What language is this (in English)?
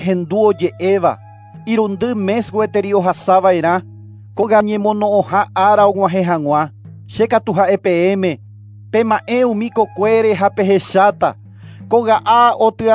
Guarani